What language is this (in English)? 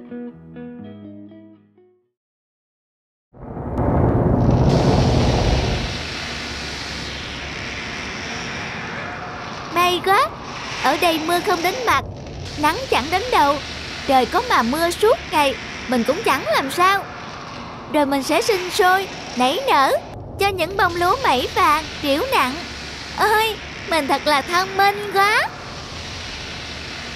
Vietnamese